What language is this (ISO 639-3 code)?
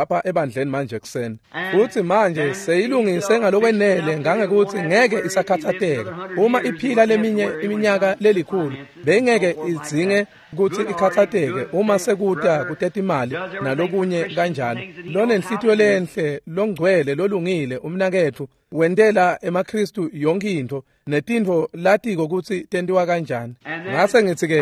ssw